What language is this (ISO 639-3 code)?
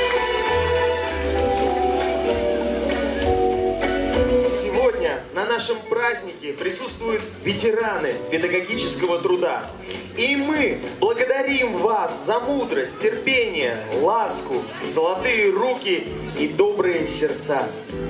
rus